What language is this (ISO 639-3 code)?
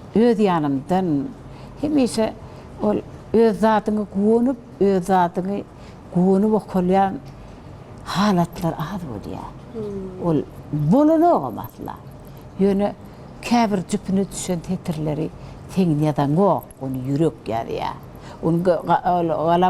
tuk